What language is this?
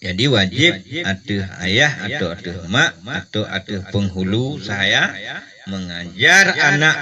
Achinese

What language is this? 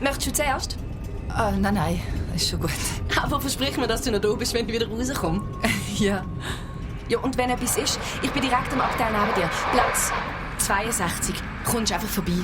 Swiss German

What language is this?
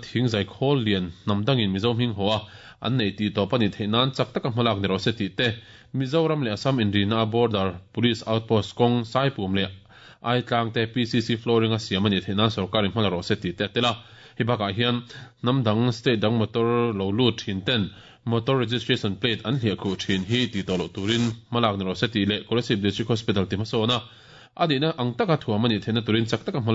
Mizo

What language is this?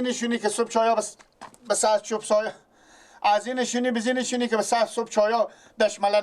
Persian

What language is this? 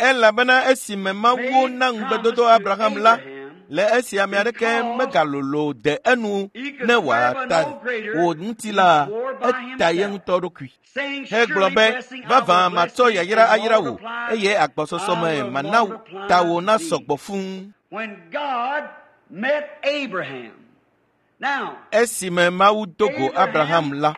Ewe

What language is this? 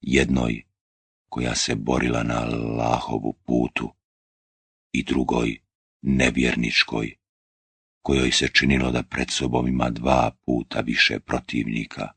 Bosnian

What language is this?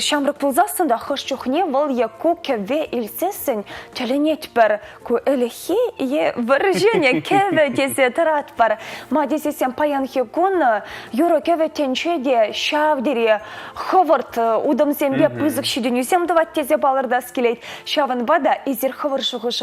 Chuvash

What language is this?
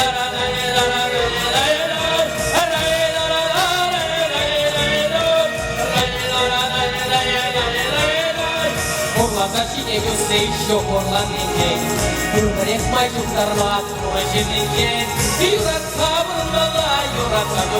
Chuvash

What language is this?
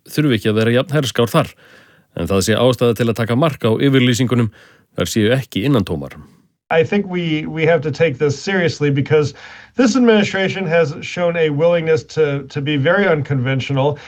Icelandic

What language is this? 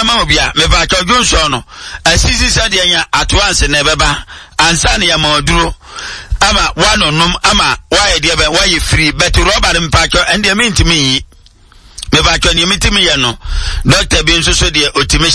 Akan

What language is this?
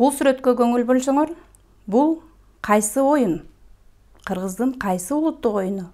Kyrgyz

